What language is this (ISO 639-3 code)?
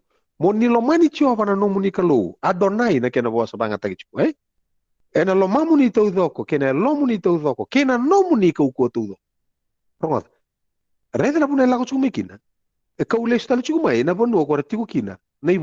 fij